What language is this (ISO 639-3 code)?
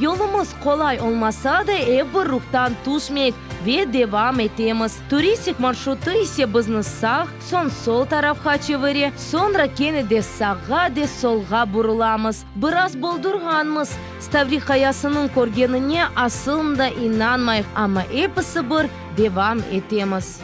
crh